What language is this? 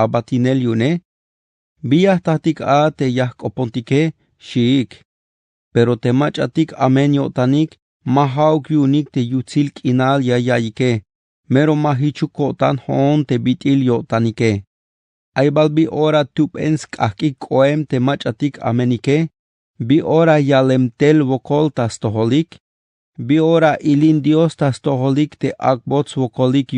Tzeltal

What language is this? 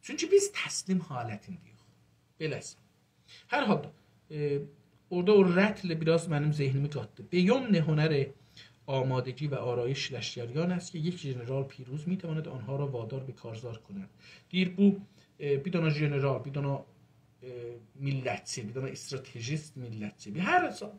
South Azerbaijani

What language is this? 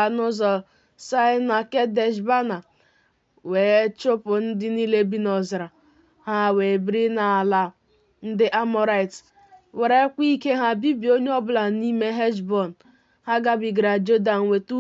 Igbo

